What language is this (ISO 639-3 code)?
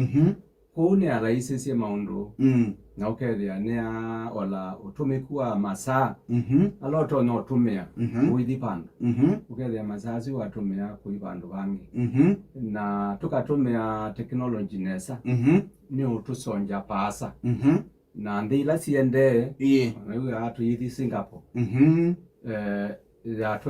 kam